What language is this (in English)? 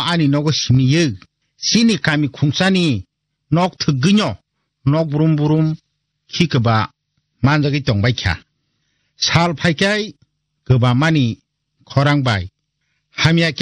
Kok Borok